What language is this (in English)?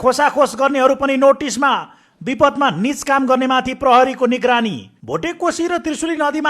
Nepali